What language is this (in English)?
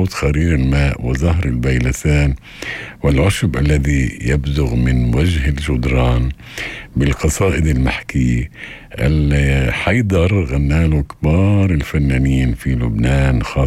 North Levantine Arabic